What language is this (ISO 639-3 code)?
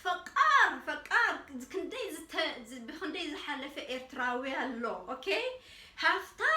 tir